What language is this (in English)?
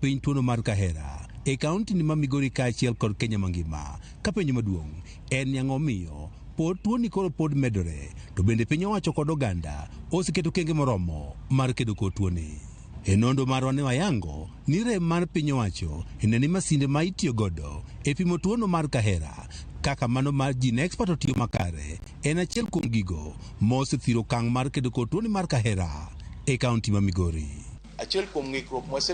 Luo (Kenya and Tanzania)